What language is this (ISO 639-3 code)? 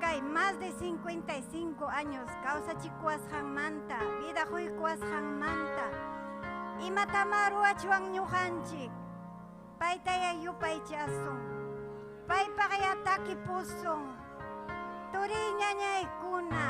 quy